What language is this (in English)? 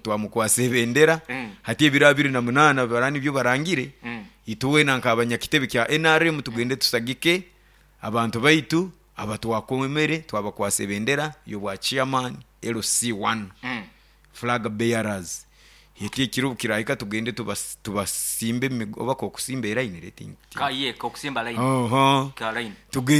Nyoro